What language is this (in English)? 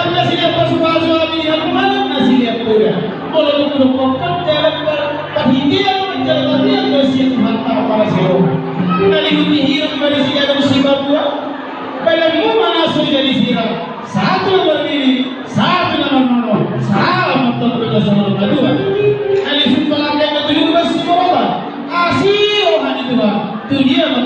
Batak Toba